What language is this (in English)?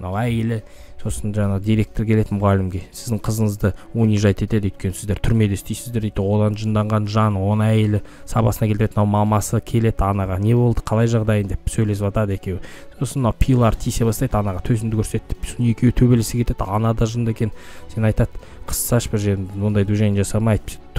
Kazakh